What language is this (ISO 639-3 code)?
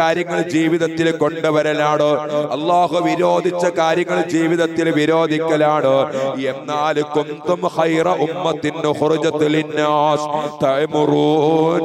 mal